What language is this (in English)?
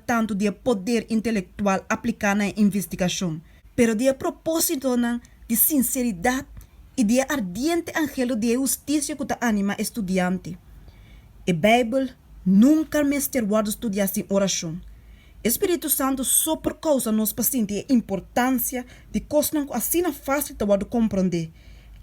Papiamento